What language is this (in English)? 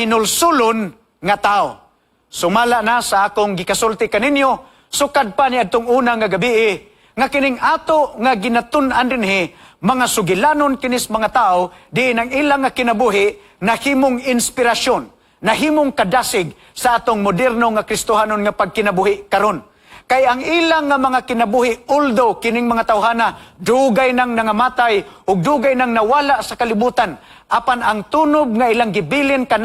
Cebuano